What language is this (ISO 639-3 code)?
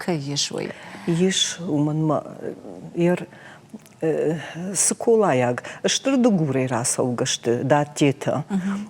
oss